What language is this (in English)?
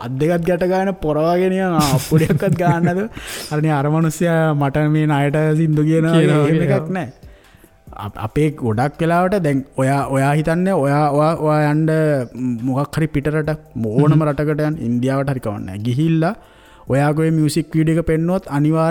Sinhala